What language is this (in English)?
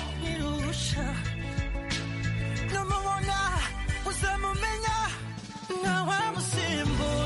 Kinyarwanda